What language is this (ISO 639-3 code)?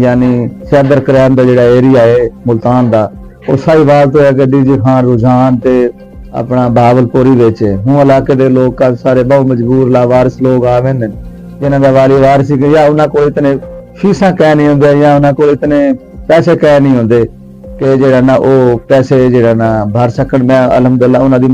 skr